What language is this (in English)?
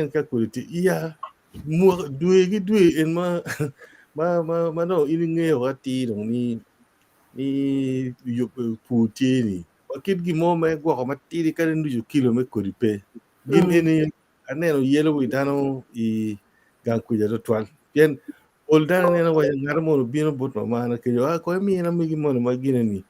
Acoli